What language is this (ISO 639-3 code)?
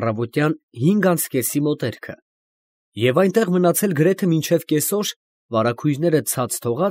hye